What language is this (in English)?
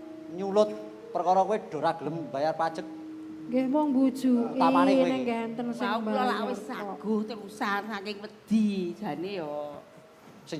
Javanese